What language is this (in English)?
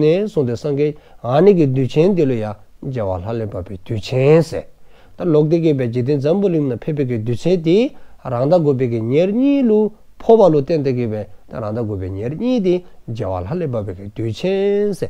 Dzongkha